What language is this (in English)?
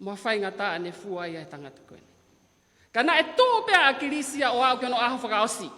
Tongan